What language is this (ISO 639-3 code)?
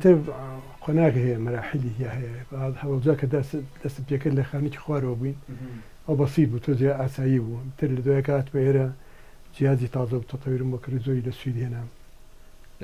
ckb